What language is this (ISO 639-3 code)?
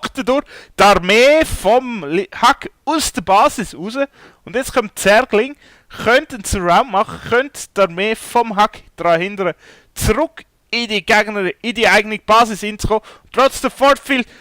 gsw